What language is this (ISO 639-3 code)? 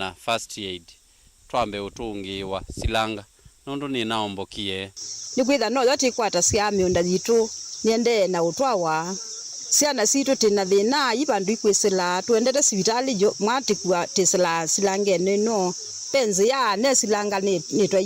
kam